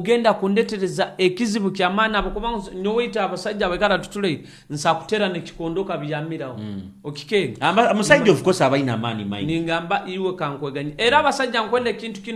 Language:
Nyoro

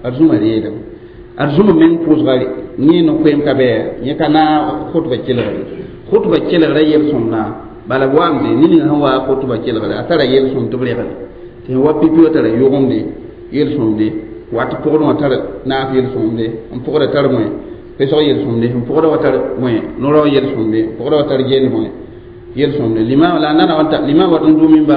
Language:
Mossi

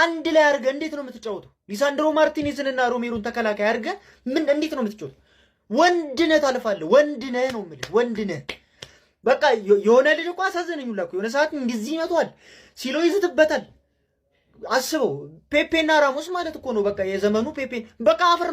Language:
Amharic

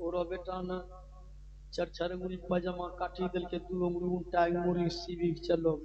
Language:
Maithili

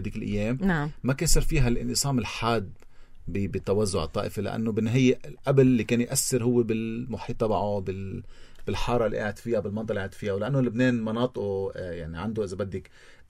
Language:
North Levantine Arabic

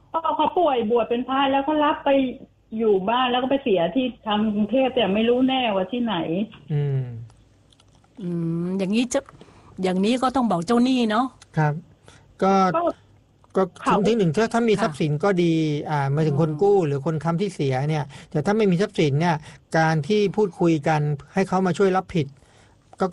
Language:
Thai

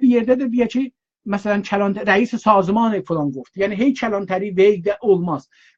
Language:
South Azerbaijani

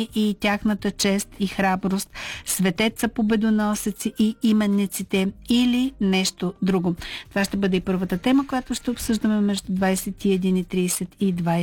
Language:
Bulgarian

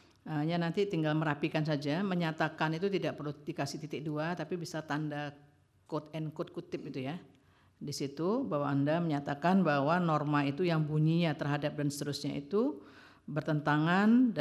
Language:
Indonesian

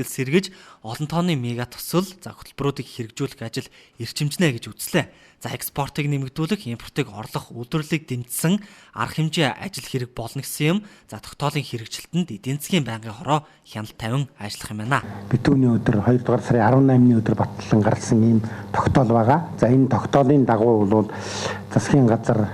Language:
Mongolian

